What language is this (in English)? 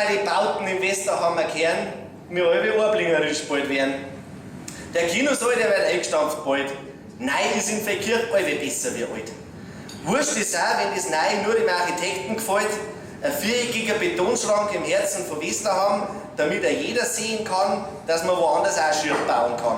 Bavarian